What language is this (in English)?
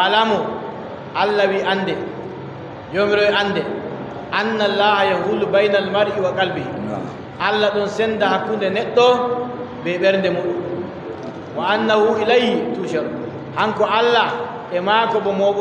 Adamawa Fulfulde